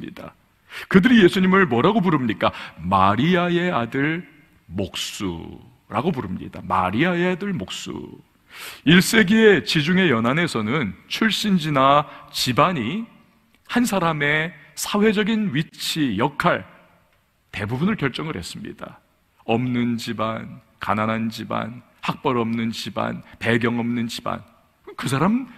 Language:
Korean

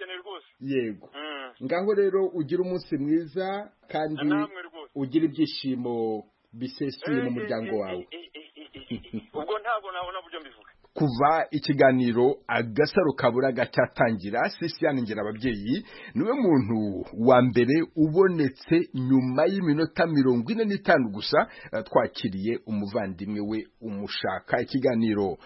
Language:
Kinyarwanda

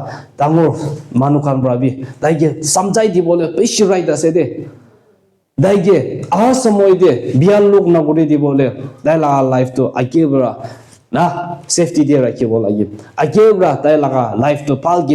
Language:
Naga Pidgin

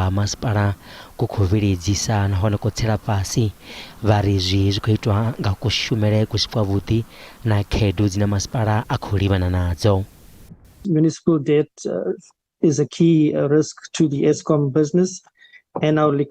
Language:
Venda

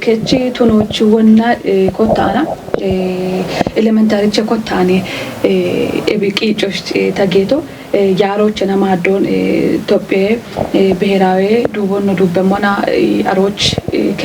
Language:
Kafa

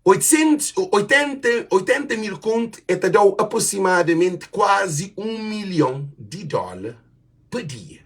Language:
Kabuverdianu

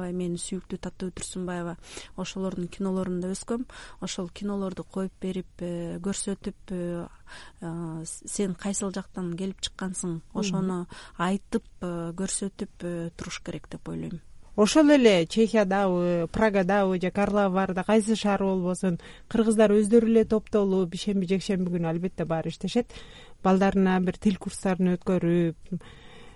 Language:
Kyrgyz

